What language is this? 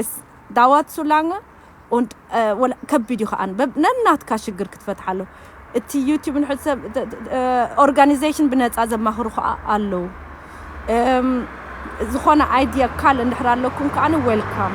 Tigrinya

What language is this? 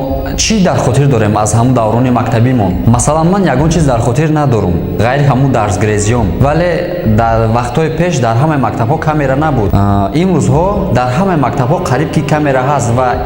Tajik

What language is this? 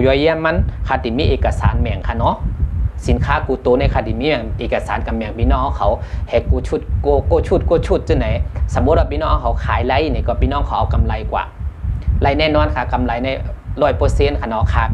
Shan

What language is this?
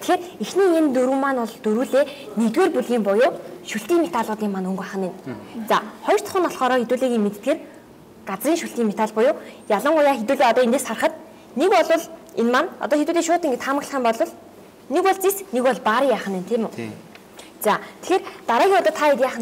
Mongolian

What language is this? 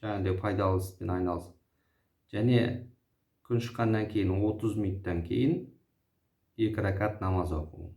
Kazakh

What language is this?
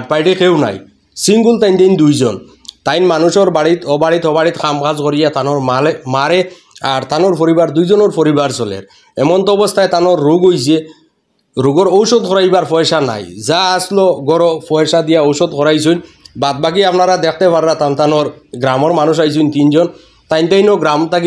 Sylheti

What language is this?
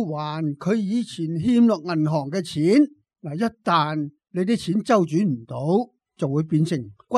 Cantonese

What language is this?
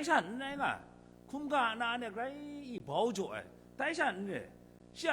Kachin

